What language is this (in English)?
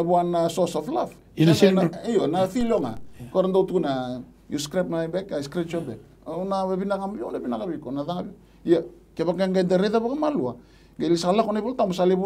Fijian